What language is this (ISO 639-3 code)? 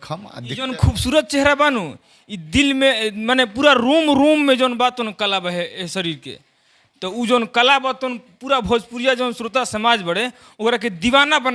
bho